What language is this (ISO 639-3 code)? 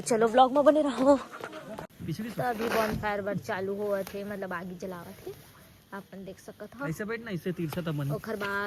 hne